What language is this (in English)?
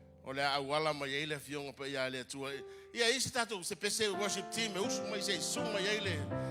Samoan